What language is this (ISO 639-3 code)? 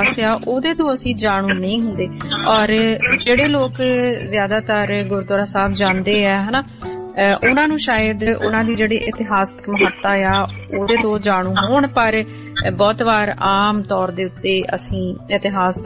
pan